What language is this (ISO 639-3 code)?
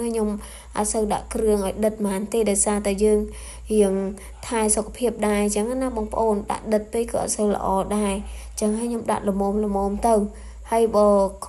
khm